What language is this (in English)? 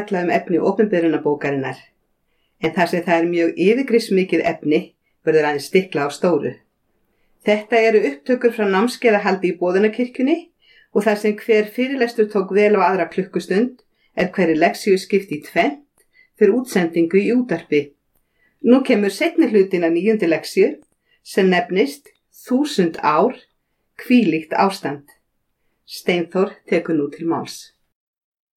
Icelandic